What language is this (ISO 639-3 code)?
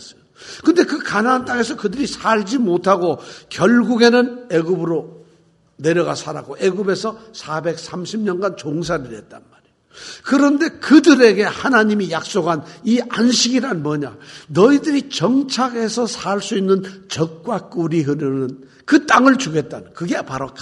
kor